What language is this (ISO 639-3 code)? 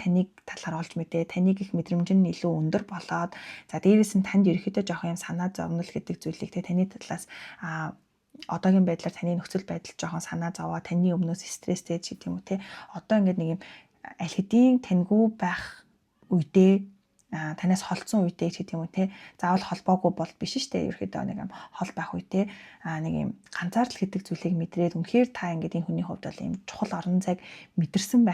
mon